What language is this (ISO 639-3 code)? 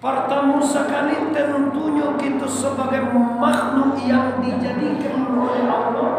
min